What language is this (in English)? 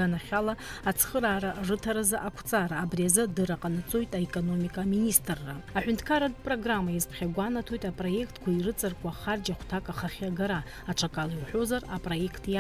Abkhazian